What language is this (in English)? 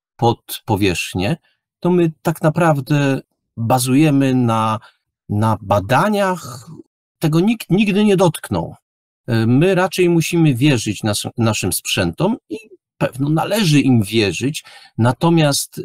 Polish